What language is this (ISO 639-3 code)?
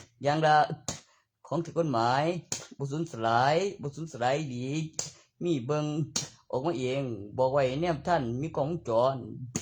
tts